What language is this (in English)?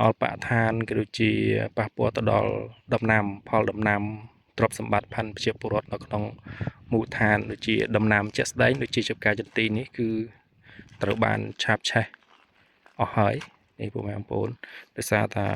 Khmer